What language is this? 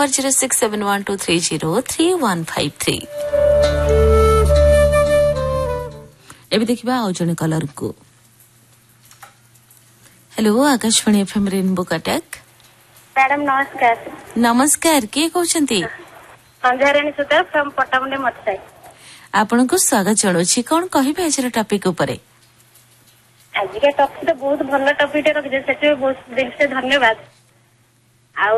Odia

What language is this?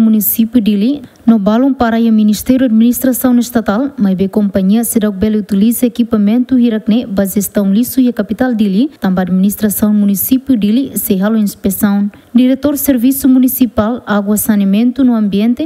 Tetum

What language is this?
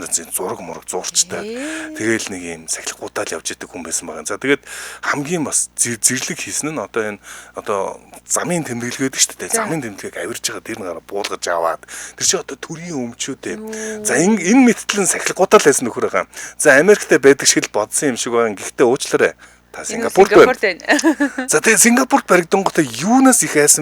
Mongolian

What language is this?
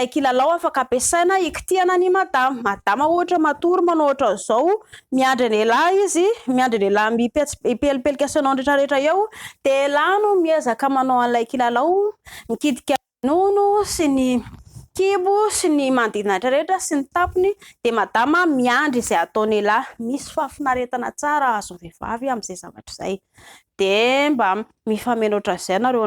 Malagasy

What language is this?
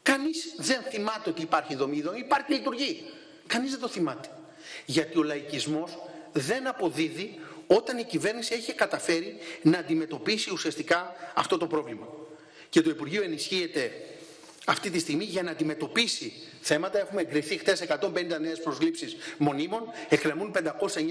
Greek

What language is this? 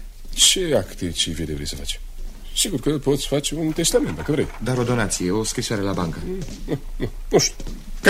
Romanian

